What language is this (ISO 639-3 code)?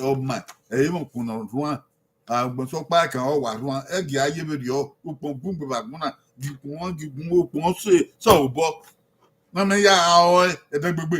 bin